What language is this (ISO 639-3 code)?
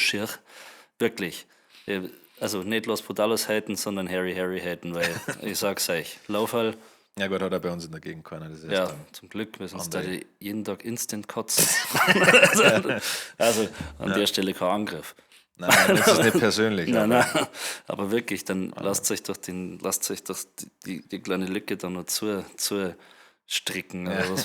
bar